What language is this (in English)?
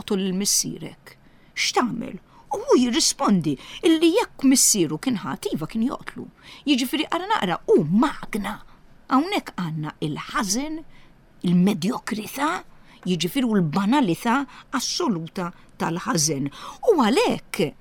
Maltese